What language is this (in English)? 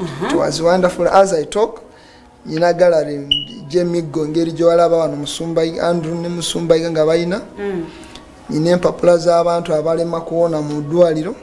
Ganda